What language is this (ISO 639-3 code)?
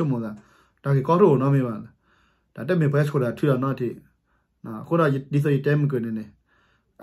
ksw